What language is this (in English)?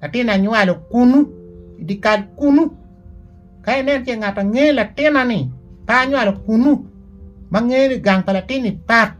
Acoli